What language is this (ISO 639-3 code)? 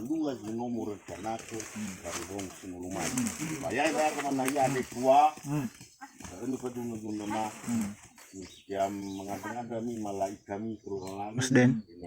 nia